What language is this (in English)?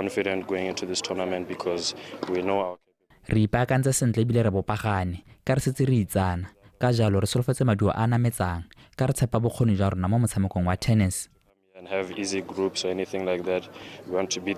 Tswana